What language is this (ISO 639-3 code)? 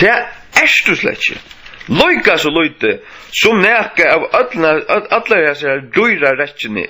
fao